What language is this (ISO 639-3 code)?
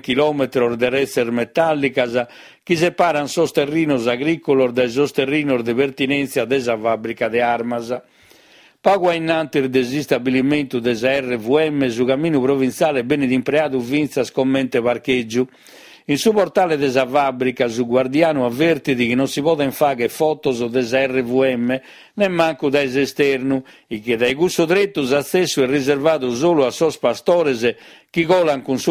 srd